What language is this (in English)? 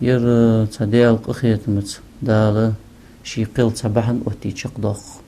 Ingush